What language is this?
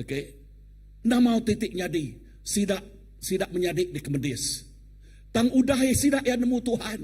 Iban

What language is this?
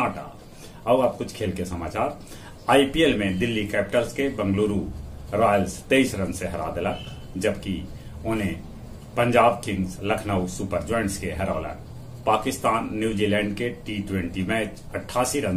Magahi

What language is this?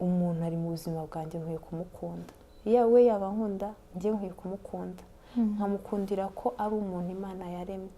Kinyarwanda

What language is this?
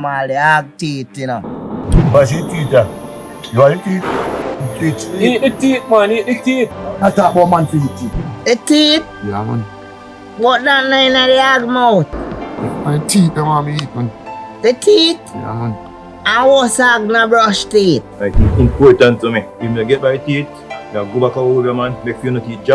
Jamaican Creole English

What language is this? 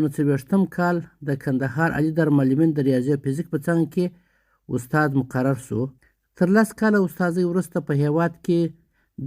Pashto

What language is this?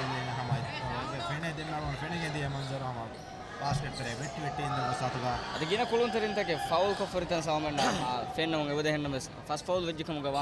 Divehi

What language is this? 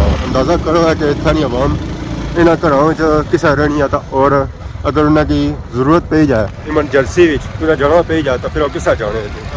Pahari-Potwari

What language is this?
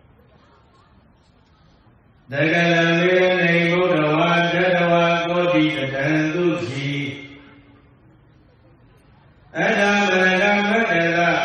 Burmese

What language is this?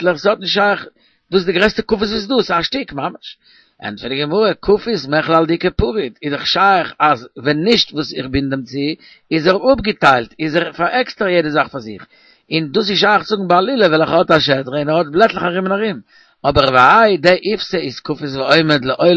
Yiddish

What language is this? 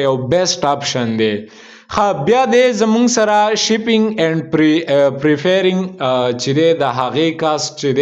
Pashto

